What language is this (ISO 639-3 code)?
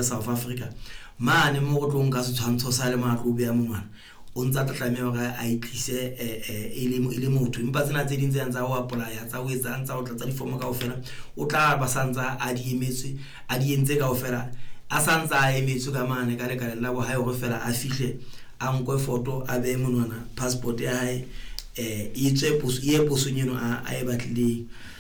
sot